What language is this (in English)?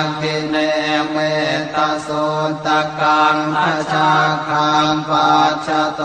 Pali